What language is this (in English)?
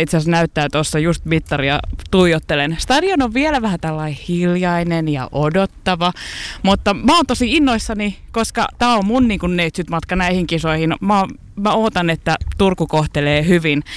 Finnish